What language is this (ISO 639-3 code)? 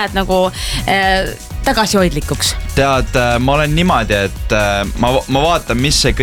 est